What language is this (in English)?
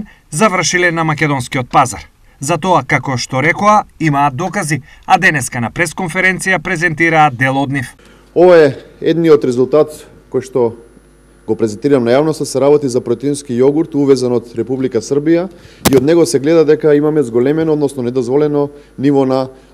Macedonian